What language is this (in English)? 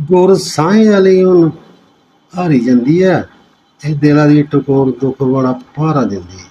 Dogri